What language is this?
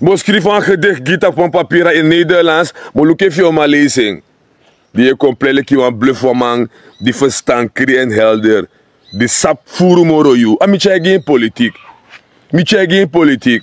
Sranan Tongo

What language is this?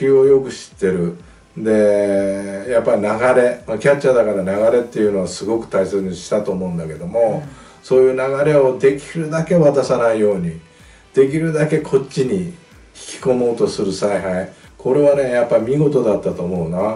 Japanese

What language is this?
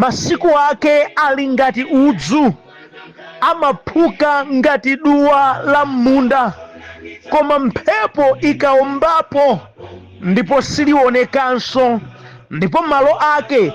Nyanja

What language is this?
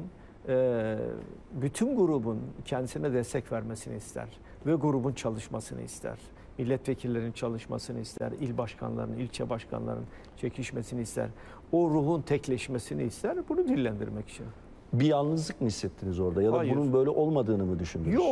Turkish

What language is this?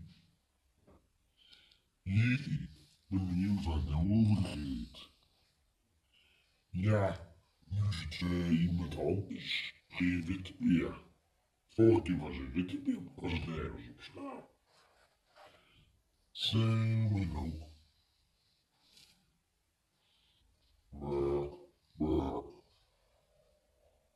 Dutch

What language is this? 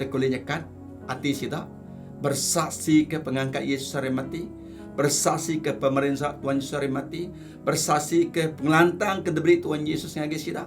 Iban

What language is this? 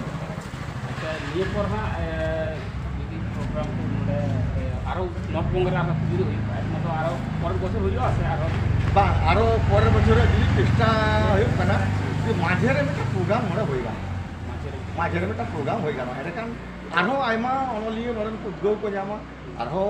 Santali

